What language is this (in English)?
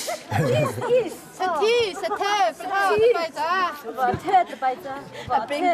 Hakha Chin